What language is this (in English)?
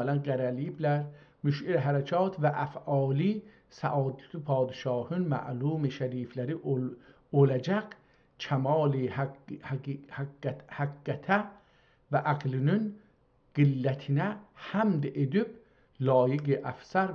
South Azerbaijani